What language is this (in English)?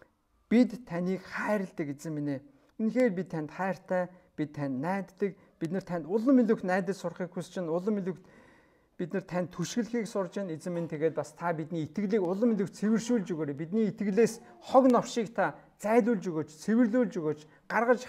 Mongolian